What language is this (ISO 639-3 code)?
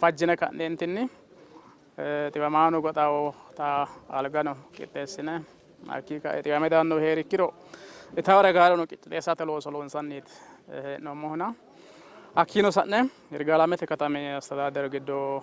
sid